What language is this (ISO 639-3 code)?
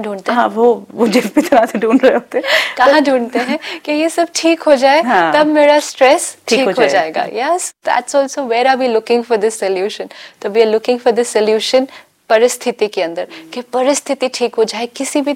hin